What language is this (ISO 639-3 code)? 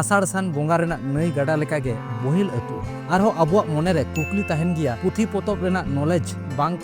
sat